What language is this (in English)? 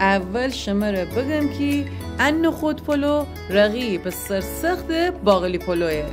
Gilaki